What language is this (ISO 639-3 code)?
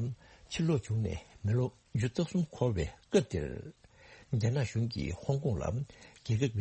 bod